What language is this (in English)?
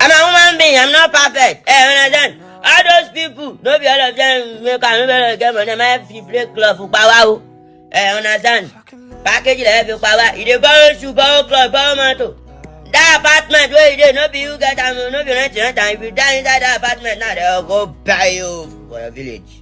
Nigerian Pidgin